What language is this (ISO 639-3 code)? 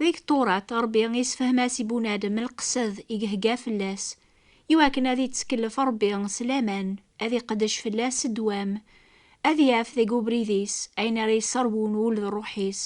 kab